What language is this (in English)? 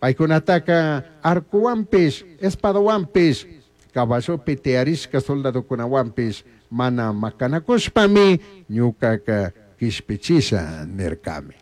Chimborazo Highland Quichua